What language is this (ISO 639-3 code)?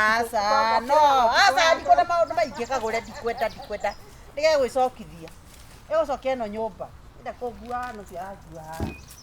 kik